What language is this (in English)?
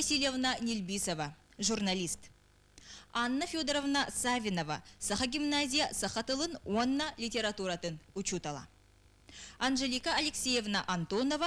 Yakut